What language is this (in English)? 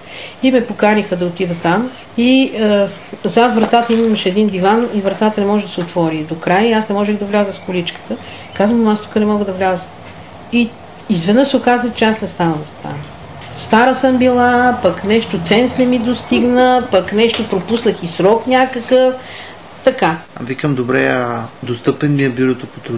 Bulgarian